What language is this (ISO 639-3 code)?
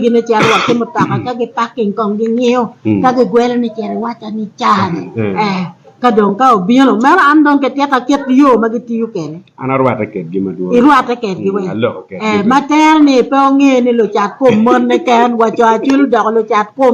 ach